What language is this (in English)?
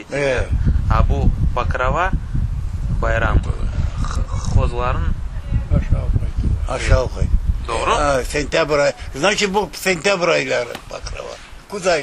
Crimean Tatar